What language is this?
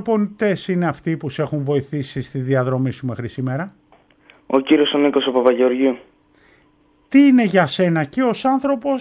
Greek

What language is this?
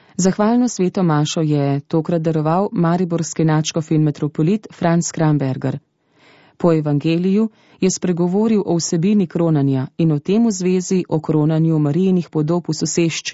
Slovenian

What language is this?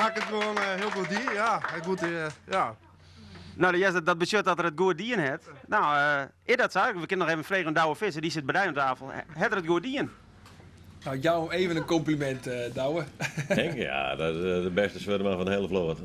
Western Frisian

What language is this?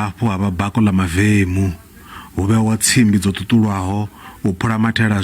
Venda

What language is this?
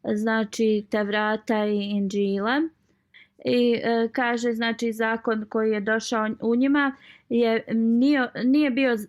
Bosnian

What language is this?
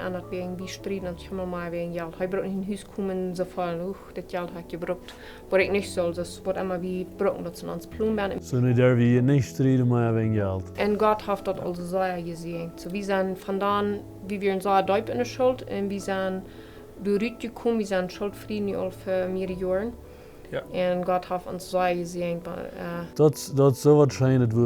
Plautdietsch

